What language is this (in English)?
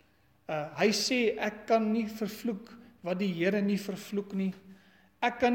Afrikaans